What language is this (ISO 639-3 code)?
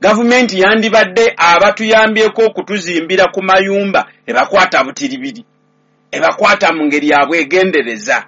lug